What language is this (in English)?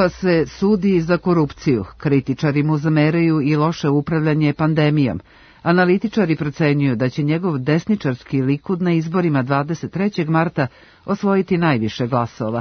Serbian